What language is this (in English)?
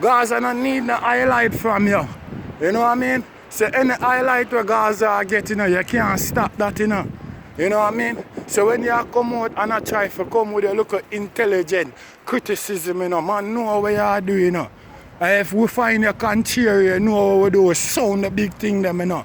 Jamaican Creole English